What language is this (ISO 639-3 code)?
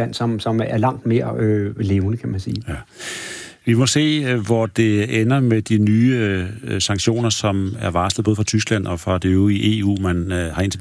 dan